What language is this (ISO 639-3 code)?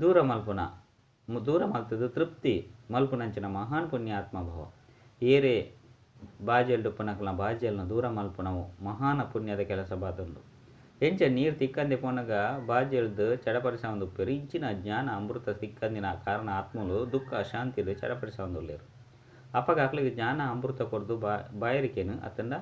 tcy